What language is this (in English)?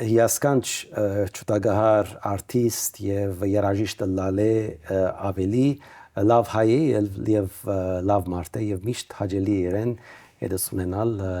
Western Armenian